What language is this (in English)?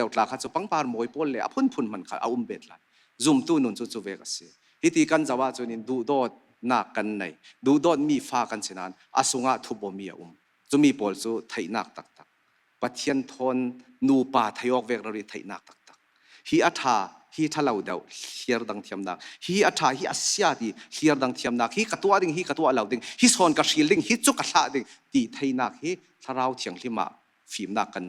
Falam Chin